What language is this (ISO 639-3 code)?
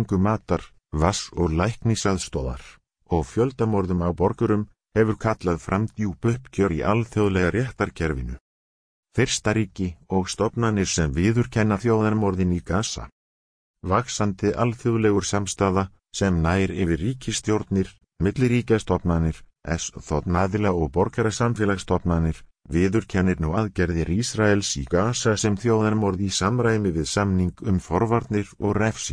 isl